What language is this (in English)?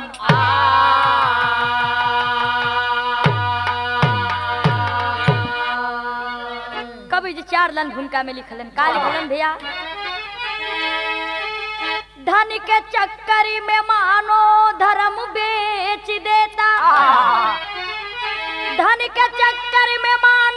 Bhojpuri